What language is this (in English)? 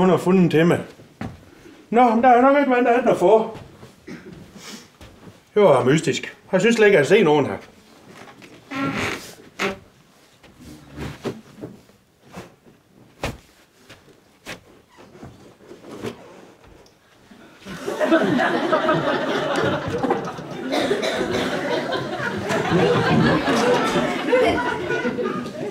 Danish